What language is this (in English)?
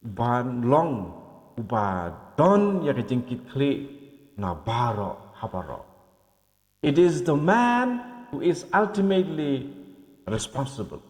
Khasi